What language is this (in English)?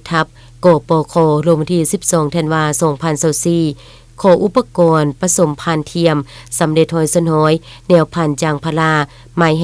Lao